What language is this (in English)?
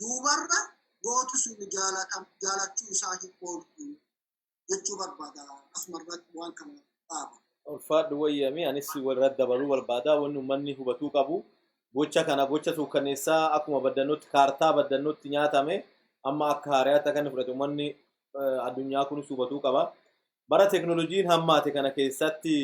Oromo